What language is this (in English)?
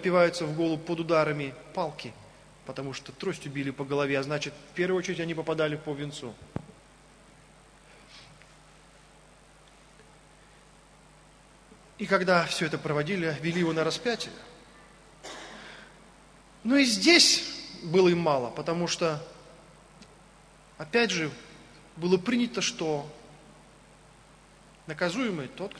Russian